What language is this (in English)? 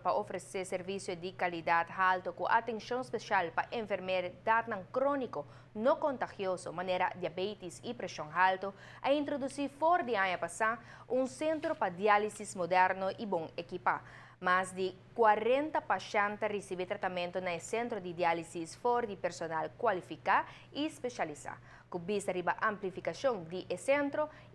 Papiamento